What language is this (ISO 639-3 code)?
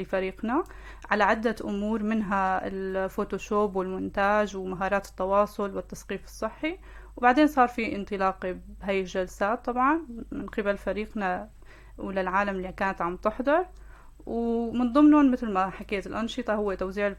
apc